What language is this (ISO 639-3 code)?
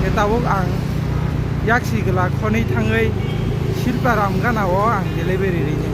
trp